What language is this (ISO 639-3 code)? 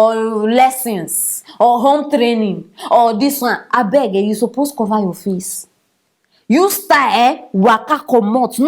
pcm